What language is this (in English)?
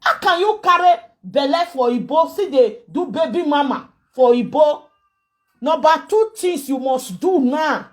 Nigerian Pidgin